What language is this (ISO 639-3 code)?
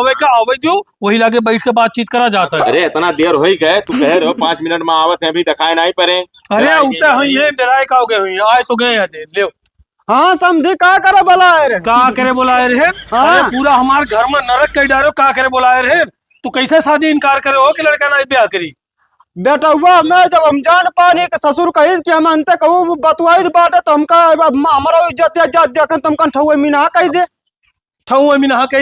awa